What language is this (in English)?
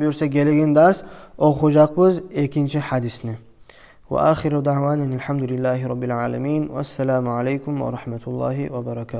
Kumyk